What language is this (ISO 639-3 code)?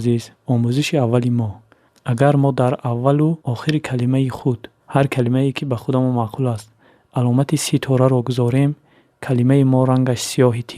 tgk